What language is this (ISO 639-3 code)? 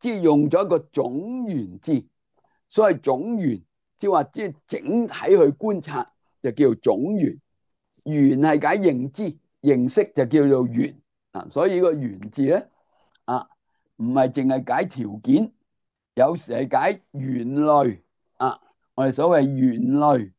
yue